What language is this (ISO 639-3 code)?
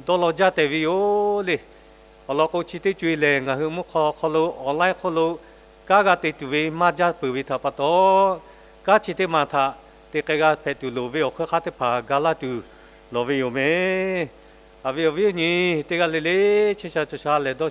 lhu